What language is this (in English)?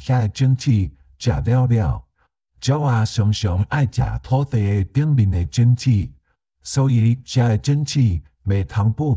Min Nan Chinese